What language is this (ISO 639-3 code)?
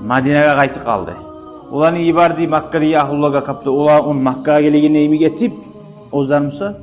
kum